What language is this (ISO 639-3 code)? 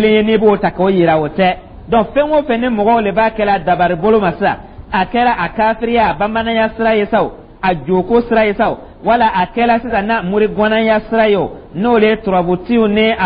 dyu